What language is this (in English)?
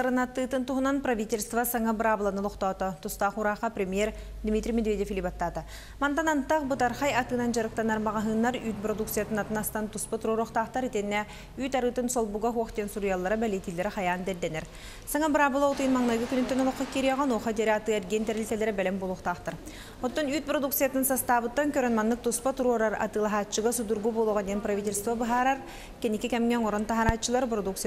Yakut